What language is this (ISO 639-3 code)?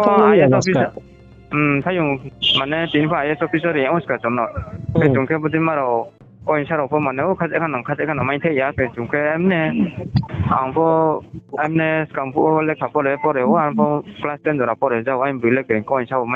ria